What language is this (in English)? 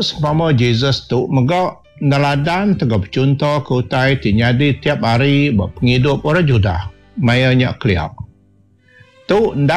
Iban